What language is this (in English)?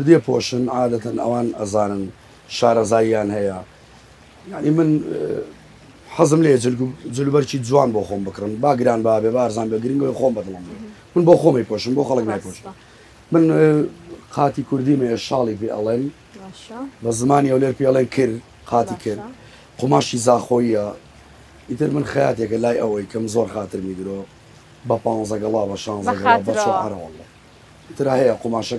Central Kurdish